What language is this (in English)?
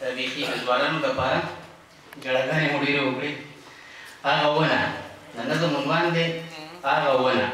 Pashto